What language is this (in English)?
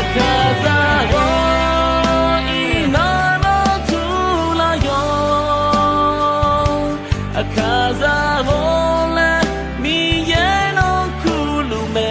Akha